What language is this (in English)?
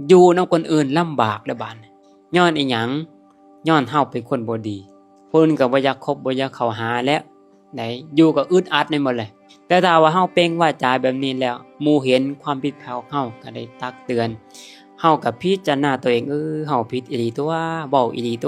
Lao